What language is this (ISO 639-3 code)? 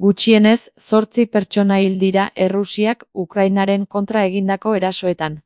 eus